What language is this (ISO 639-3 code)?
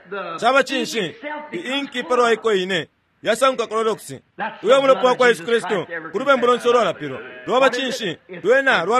bem